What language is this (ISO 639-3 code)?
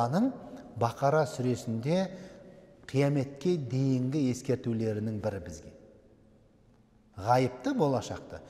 kaz